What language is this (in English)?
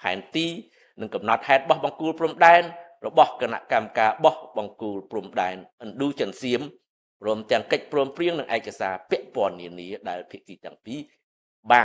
Khmer